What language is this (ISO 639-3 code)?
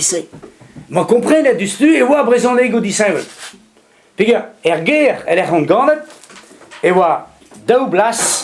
bre